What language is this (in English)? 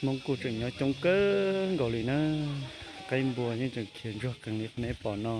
Hmong